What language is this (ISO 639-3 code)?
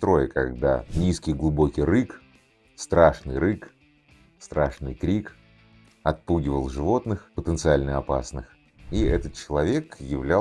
rus